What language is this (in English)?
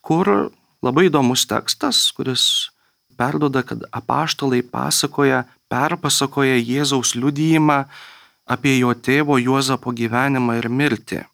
Lithuanian